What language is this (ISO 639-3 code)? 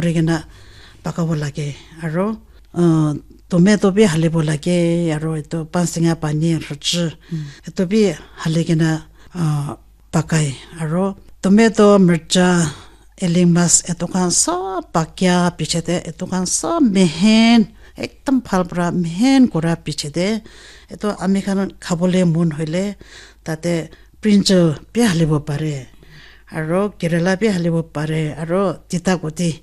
nag